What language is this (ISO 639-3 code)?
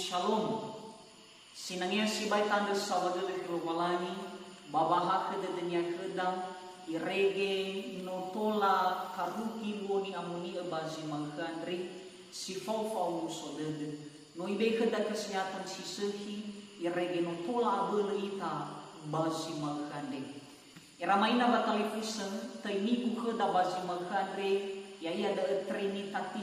nia